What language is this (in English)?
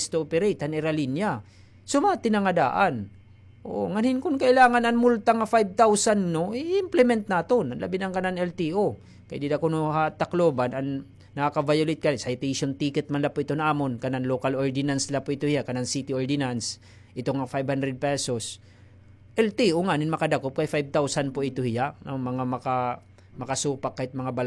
Waray